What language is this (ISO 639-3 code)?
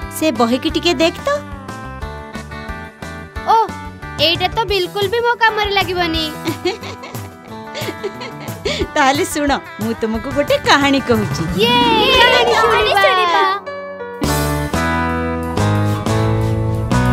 ori